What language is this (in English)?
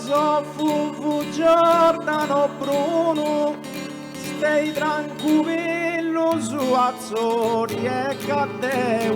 Sardinian